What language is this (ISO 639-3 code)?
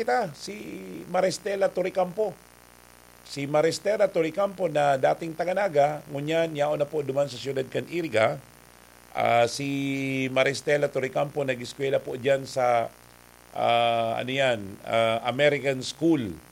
bik